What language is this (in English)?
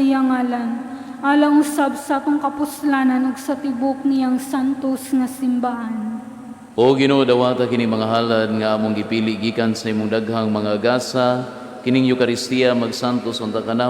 Cebuano